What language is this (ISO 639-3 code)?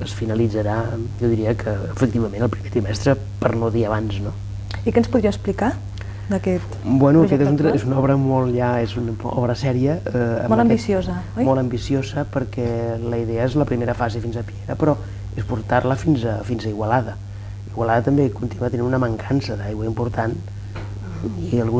cat